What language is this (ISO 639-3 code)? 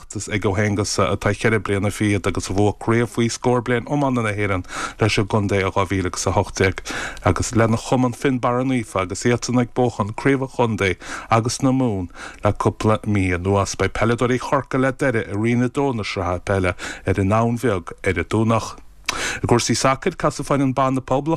gle